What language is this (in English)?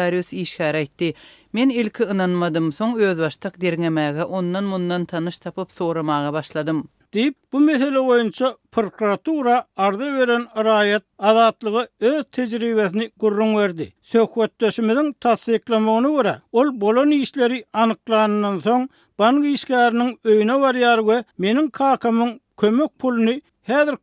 Turkmen